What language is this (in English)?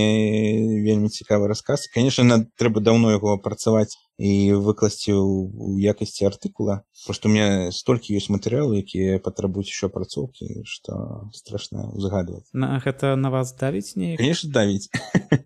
Belarusian